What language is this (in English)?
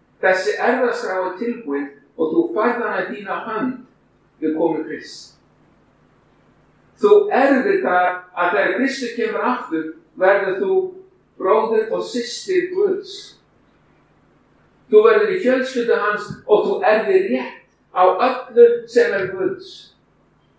Icelandic